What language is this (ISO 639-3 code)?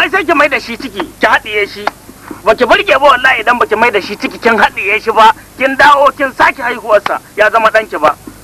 hau